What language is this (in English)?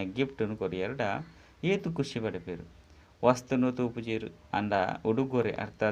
Tulu